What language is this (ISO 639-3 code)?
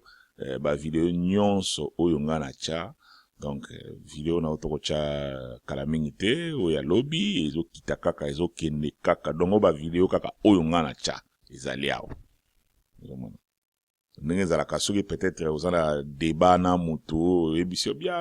lin